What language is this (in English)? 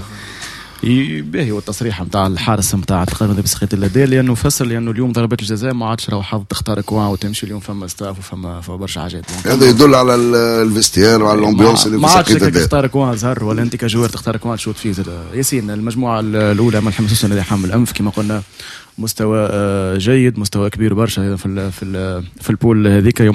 Tunisian Arabic